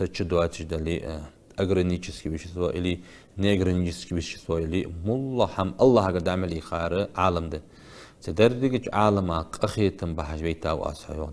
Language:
Ingush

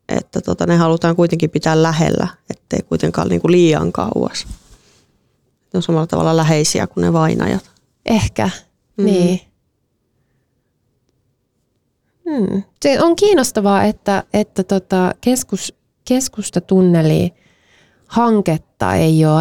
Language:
Finnish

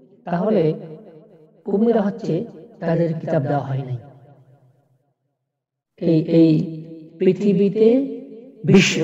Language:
Bangla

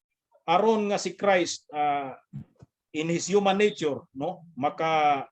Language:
Cebuano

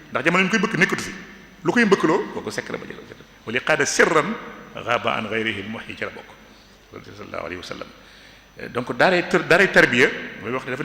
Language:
Wolof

